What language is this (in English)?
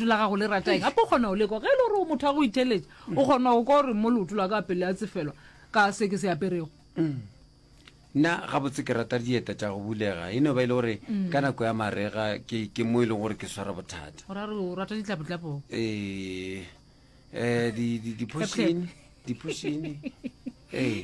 Northern Sotho